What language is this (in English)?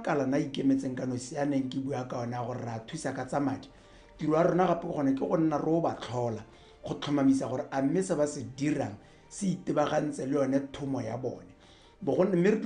Tswana